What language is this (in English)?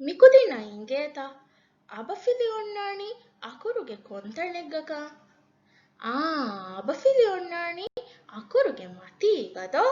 Divehi